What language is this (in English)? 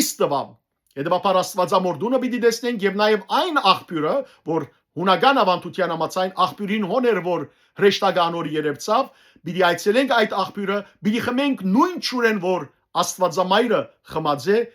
Western Armenian